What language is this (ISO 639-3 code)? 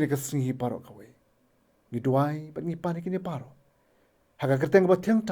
kha